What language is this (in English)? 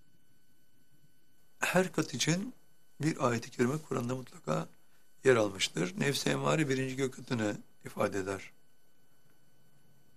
Turkish